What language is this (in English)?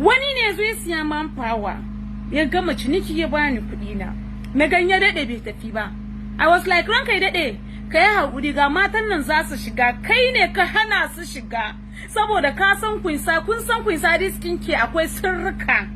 Hausa